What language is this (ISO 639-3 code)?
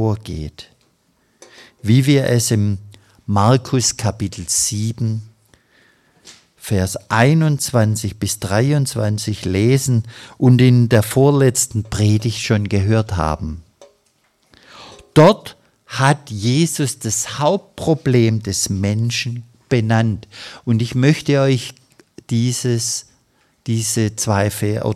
deu